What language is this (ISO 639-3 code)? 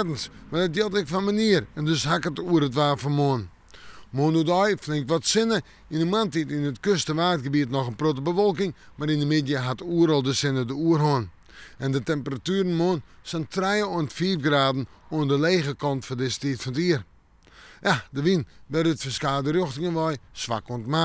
fry